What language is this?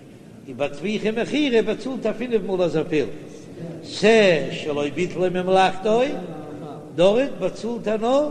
Yiddish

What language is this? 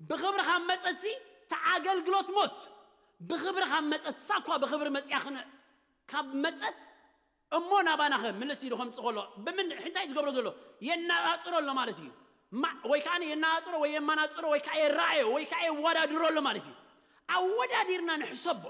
Tigrinya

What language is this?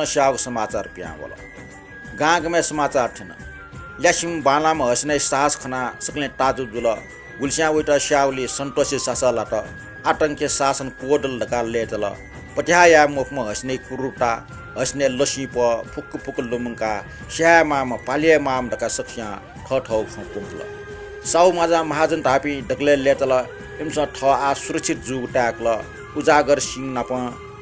Newari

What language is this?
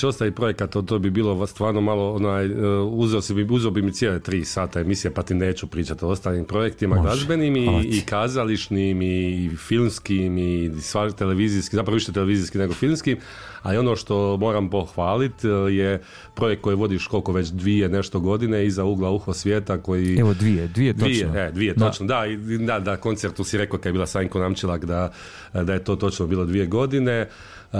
Croatian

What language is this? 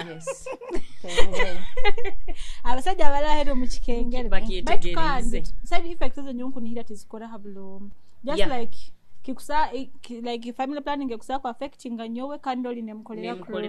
Nyoro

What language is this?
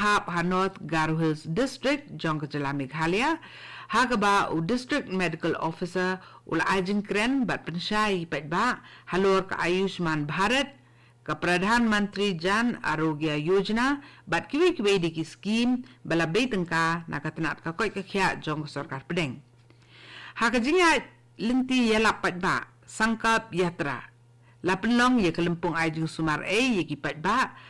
Khasi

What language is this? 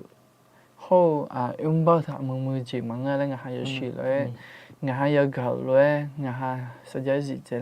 Akha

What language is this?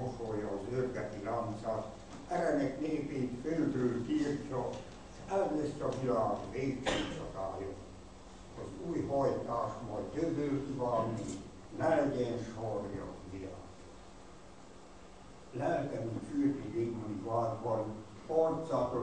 Hungarian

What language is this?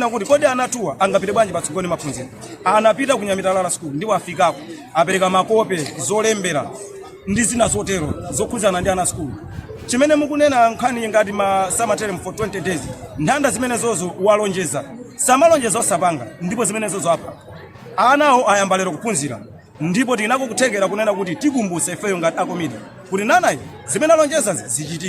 Nyanja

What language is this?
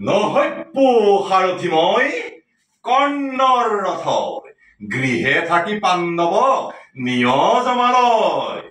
Assamese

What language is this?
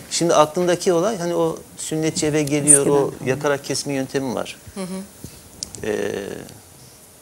Turkish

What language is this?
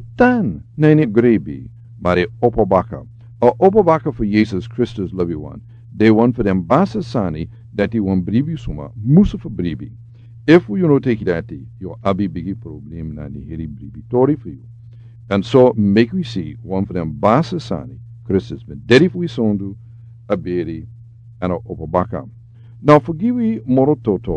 Sranan Tongo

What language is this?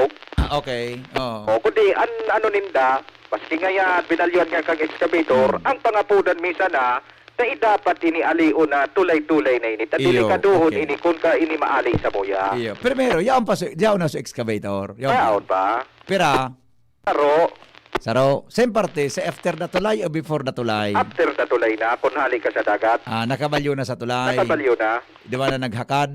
Bikol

